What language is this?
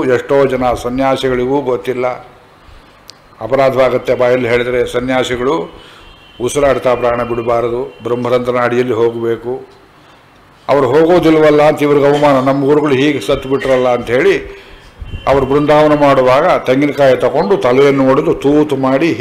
Kannada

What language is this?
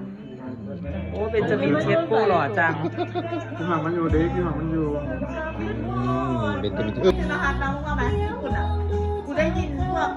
Lao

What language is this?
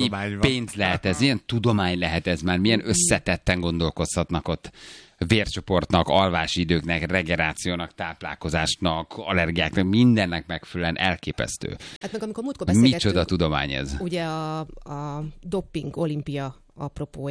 Hungarian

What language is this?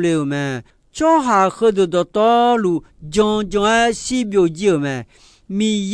Akha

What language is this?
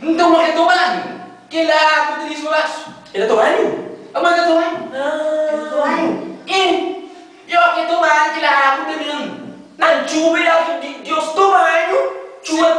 Kabuverdianu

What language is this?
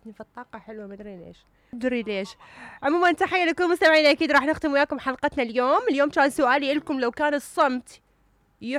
Mesopotamian Arabic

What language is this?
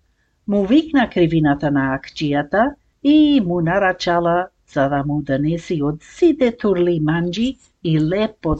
Macedonian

